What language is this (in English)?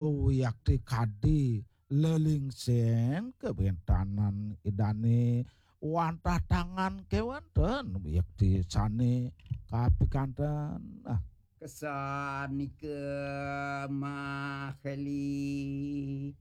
Balinese